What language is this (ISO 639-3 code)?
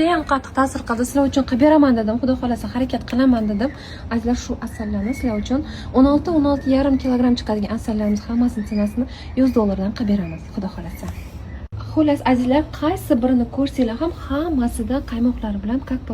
uzb